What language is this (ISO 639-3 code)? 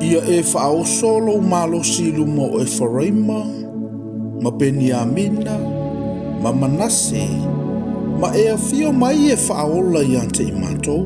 smo